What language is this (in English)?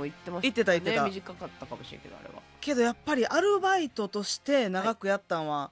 Japanese